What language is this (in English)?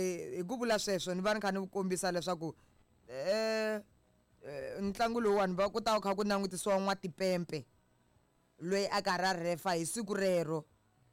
Tsonga